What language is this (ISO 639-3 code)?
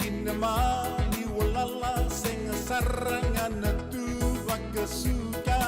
fij